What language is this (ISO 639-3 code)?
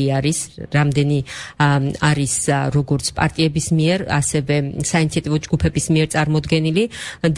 kat